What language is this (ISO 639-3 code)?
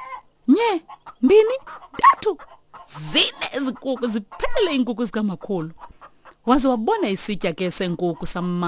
xho